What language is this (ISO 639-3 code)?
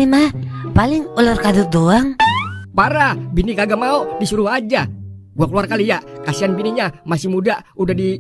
bew